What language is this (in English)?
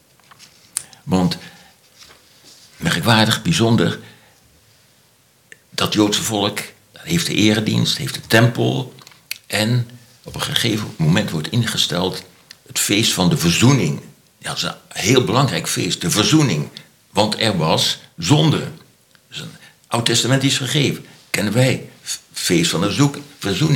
Dutch